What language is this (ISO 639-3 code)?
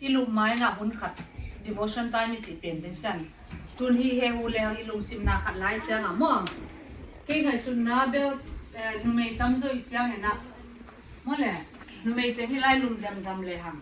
ctd